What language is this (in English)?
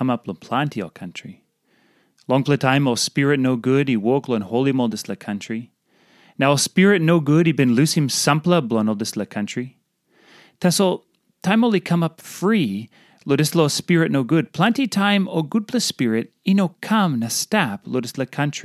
Tok Pisin